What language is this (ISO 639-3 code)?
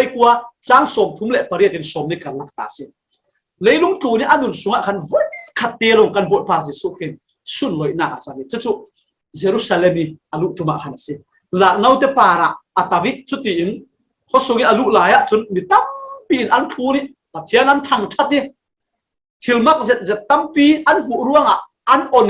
cfm